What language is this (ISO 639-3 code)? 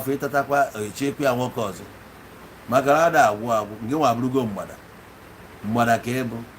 ibo